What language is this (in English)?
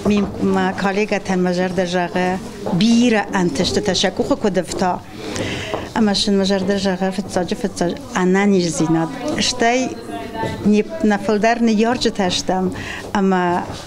Ossetic